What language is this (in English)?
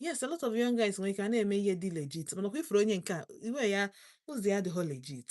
Igbo